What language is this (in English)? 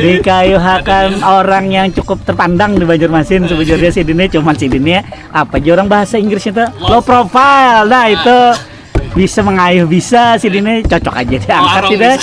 Banjar